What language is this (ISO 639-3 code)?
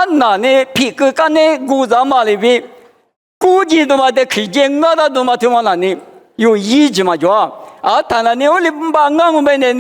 lis